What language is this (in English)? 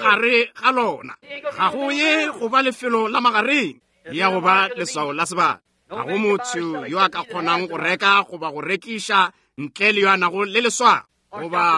Northern Sotho